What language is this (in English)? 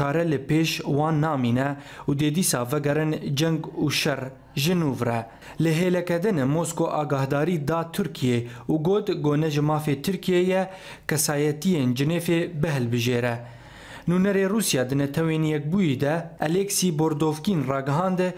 Kurdish